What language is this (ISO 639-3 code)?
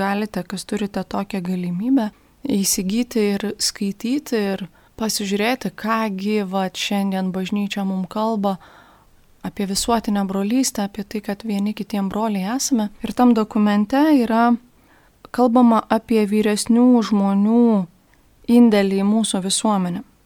lit